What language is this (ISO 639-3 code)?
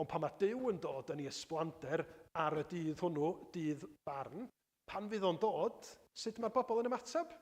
cym